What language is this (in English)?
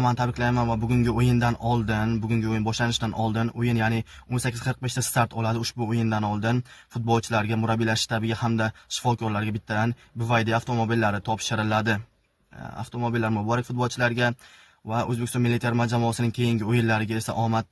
Uzbek